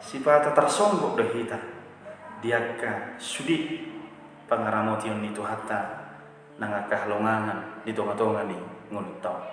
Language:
Batak Toba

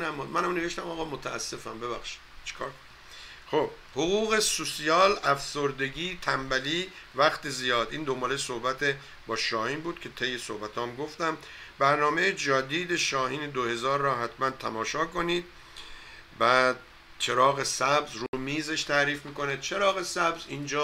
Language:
Persian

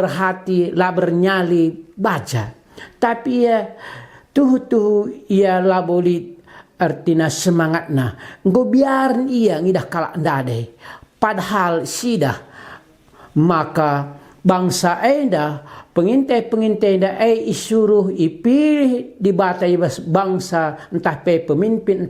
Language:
Batak Karo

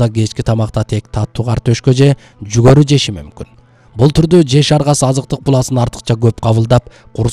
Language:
Kyrgyz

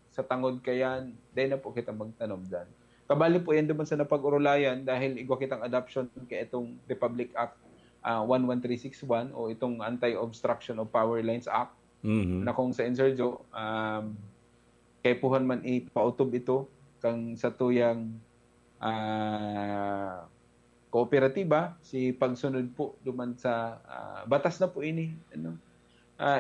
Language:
Bikol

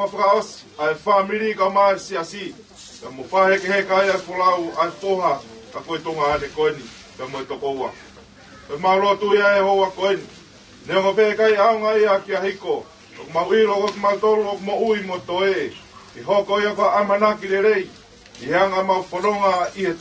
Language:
Tongan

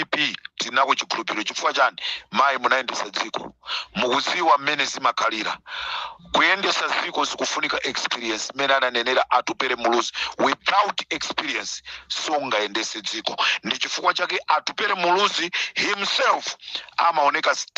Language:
Nyanja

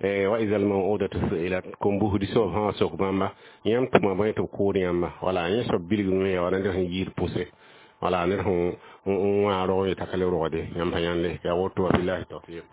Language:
Mossi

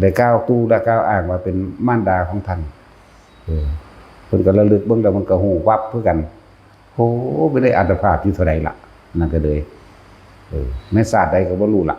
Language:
Northeastern Thai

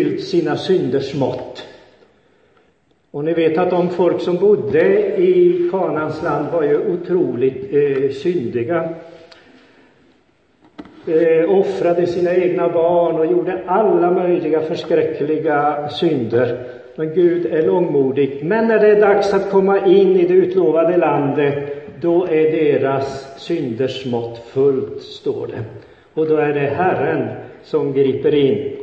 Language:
Swedish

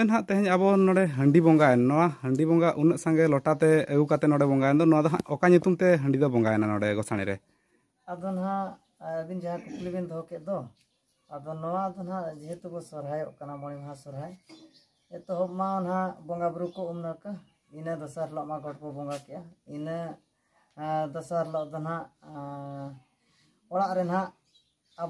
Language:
Santali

